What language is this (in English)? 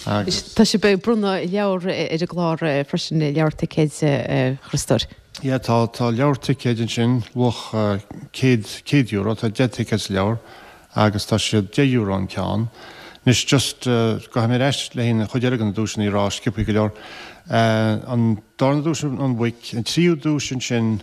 Irish